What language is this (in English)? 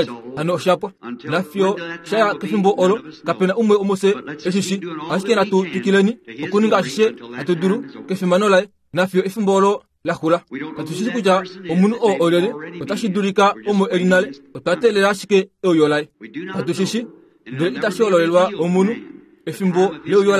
Kuanyama